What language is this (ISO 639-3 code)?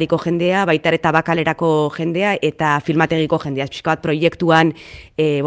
eus